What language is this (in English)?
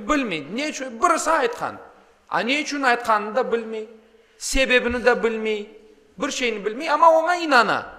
Crimean Tatar